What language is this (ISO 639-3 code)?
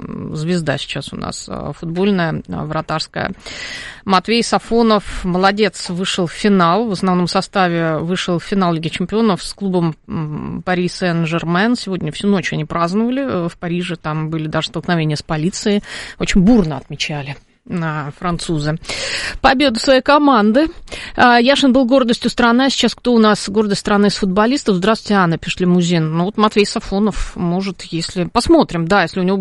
rus